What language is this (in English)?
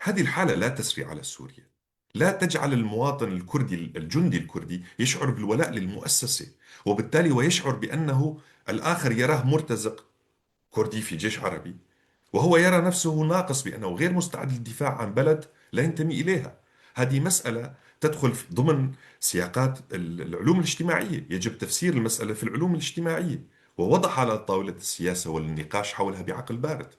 North Levantine Arabic